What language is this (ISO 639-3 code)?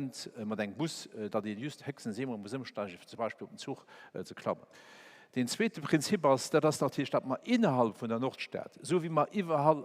ltz